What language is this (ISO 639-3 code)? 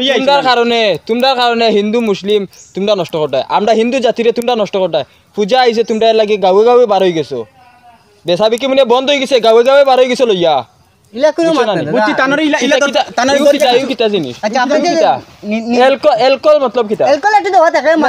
syl